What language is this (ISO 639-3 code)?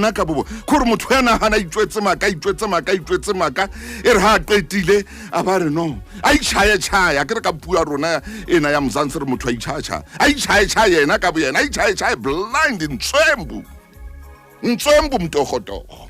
sot